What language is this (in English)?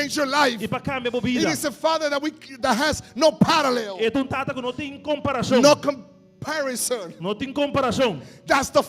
Papiamento